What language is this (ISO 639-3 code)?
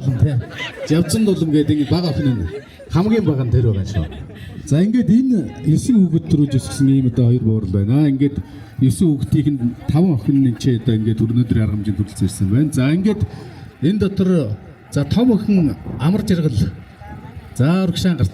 mon